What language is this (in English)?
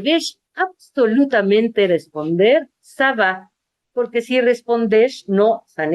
Ladino